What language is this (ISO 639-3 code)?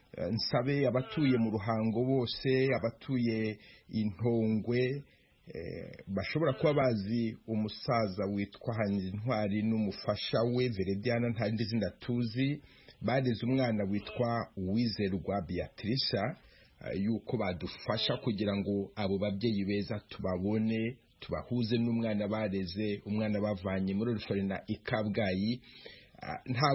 kin